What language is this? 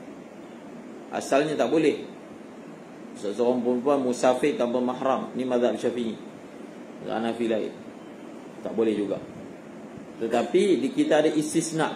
Malay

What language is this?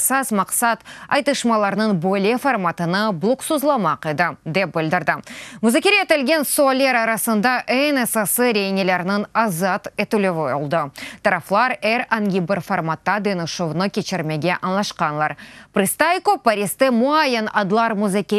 Tatar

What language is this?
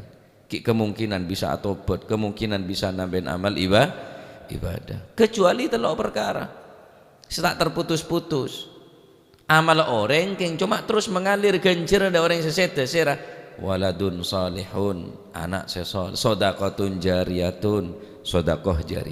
Madurese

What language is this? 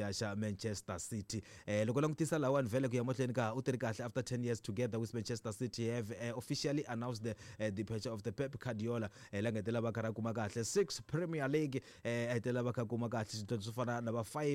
Tsonga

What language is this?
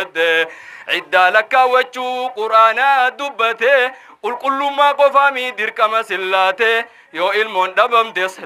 Oromo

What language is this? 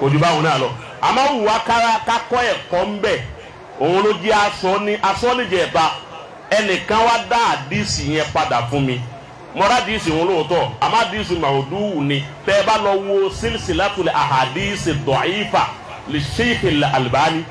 Yoruba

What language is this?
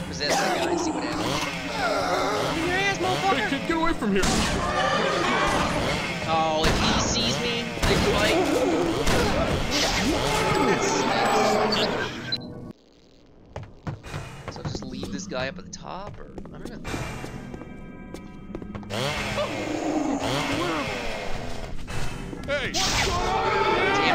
English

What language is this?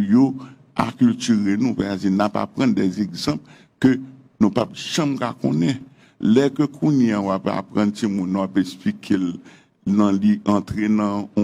Haitian Creole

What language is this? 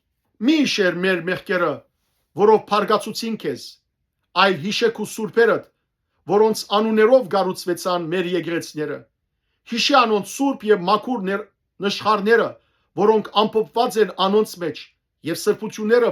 Western Armenian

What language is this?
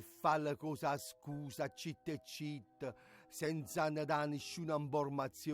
Neapolitan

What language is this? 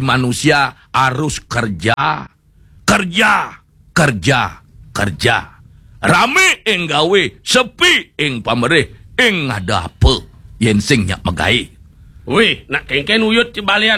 Balinese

